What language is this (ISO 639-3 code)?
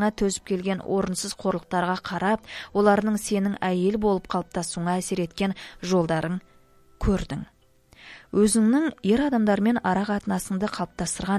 kaz